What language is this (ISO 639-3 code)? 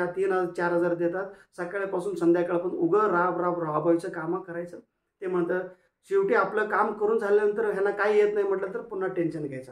mar